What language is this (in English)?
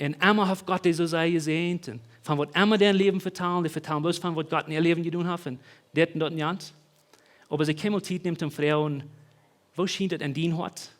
Plautdietsch